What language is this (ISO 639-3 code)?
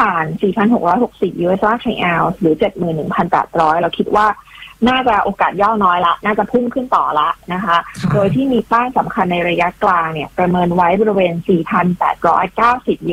tha